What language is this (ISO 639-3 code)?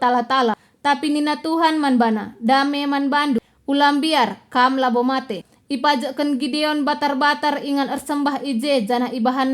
btx